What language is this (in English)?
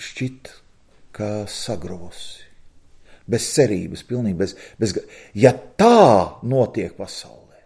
Latvian